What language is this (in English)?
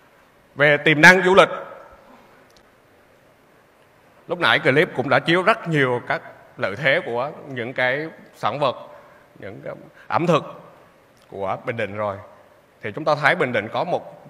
Vietnamese